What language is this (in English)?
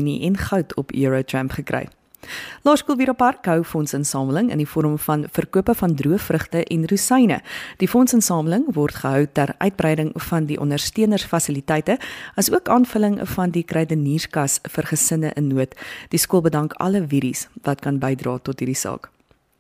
Afrikaans